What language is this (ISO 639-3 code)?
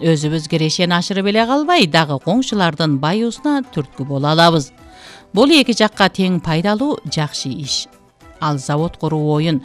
kir